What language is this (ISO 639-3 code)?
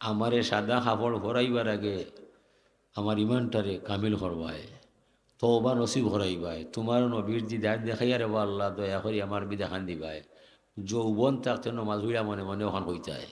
syl